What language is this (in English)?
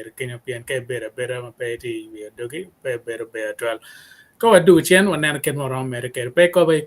Acoli